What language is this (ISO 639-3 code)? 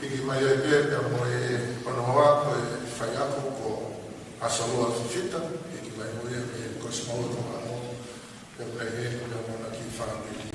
ton